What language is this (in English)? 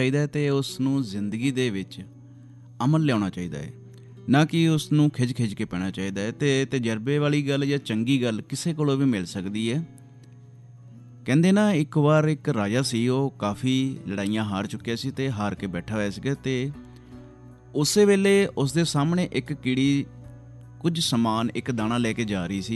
Punjabi